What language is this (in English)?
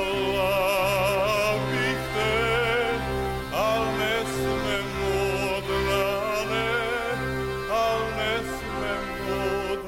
Serbian